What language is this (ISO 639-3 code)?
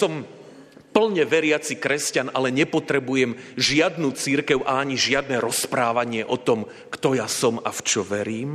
slk